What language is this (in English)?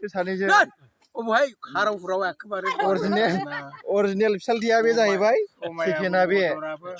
Bodo